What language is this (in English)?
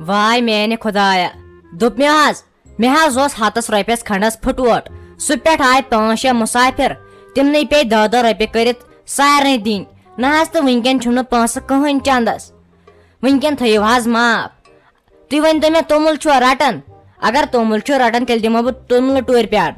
Kashmiri